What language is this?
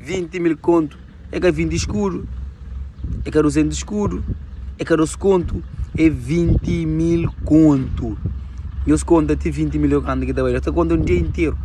Kabuverdianu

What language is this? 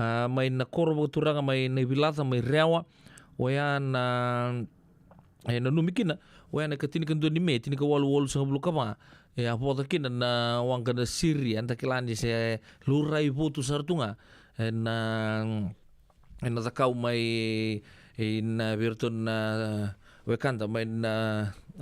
Fijian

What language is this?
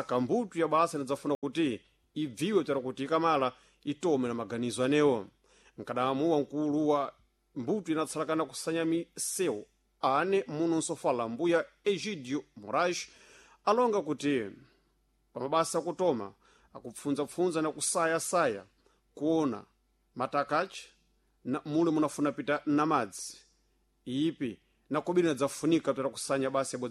Sena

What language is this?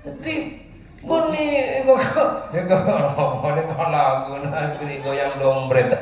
Madurese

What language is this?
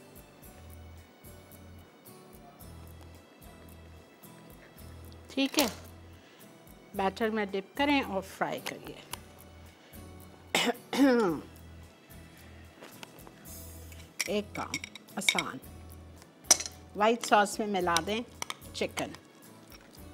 Hindi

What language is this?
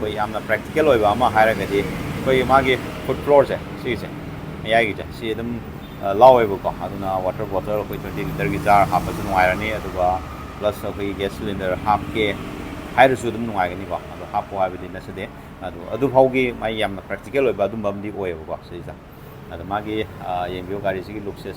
Manipuri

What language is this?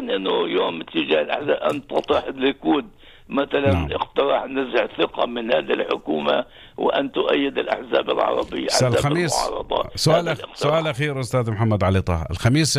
North Levantine Arabic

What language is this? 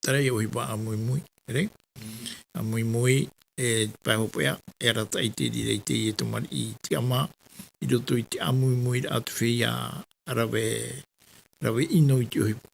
Tahitian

